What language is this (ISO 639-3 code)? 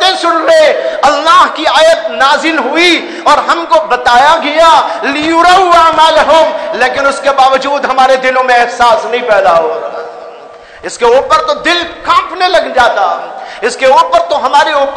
urd